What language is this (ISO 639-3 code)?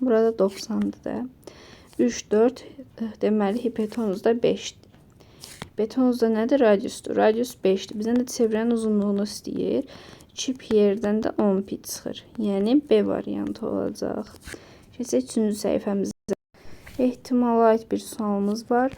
aze